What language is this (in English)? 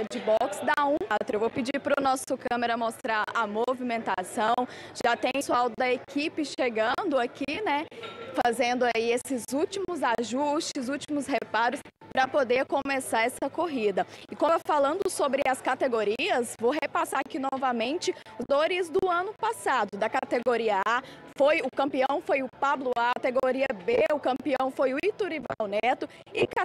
Portuguese